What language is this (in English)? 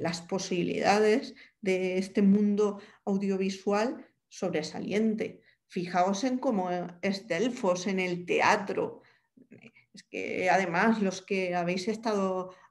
Spanish